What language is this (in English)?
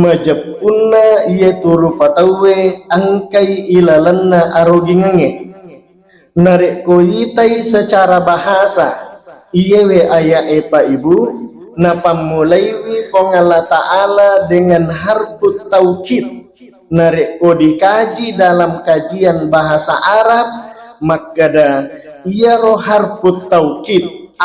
Buginese